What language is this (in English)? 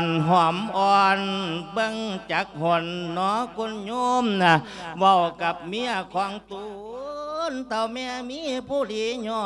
Lao